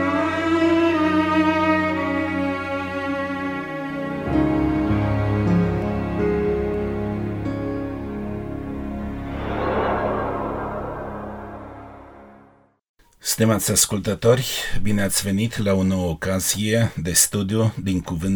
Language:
Romanian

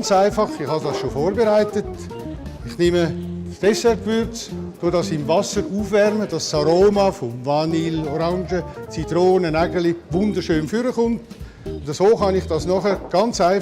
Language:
Swiss German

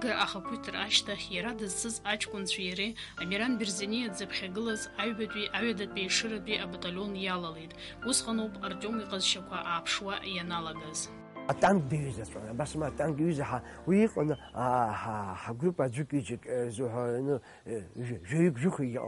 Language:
Abkhazian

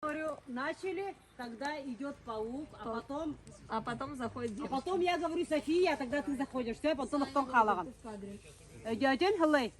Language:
Yakut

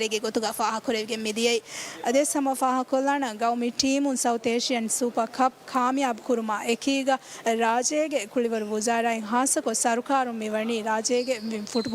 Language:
Divehi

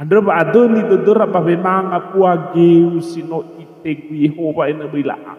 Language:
Nias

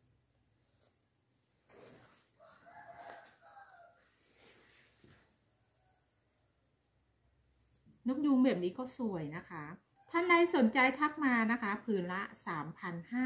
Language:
Thai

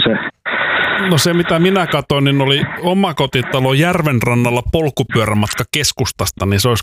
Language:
Finnish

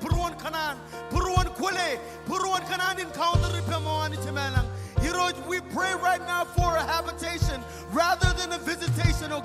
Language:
Marshallese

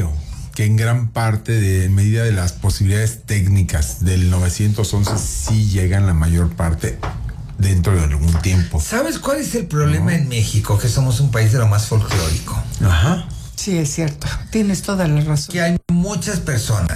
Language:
Spanish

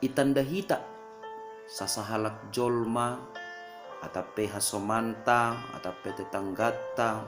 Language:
Batak Simalungun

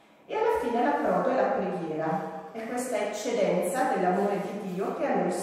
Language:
Italian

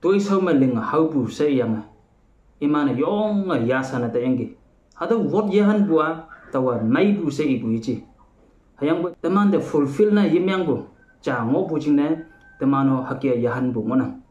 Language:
Konyak Naga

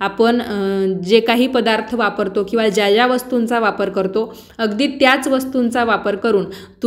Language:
Marathi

